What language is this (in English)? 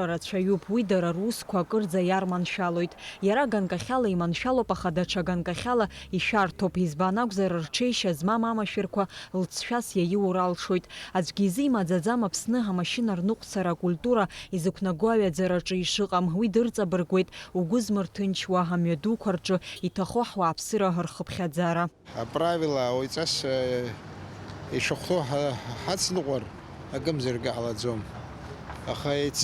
Abkhazian